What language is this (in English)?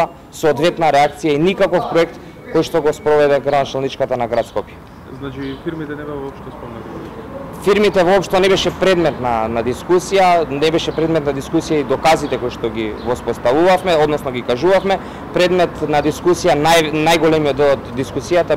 Macedonian